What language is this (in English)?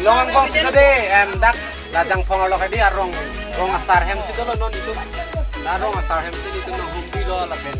Karbi